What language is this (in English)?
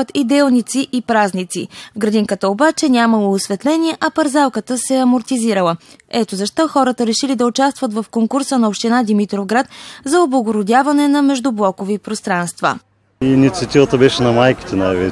Bulgarian